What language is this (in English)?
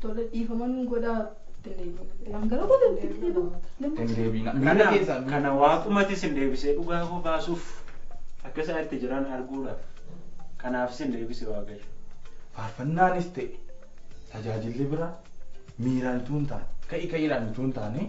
Oromo